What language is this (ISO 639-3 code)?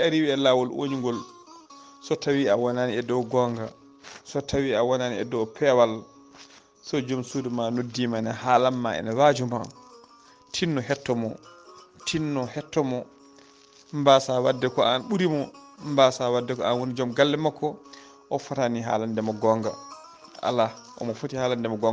ful